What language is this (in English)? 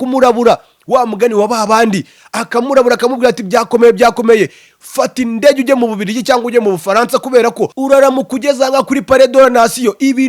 Kinyarwanda